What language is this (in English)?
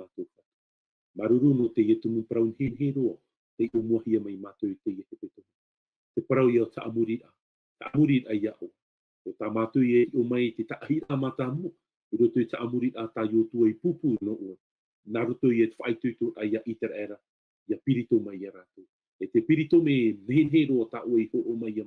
Tahitian